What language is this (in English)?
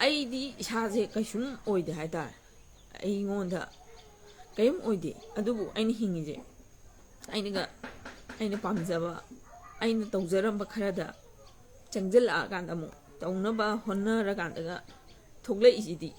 Manipuri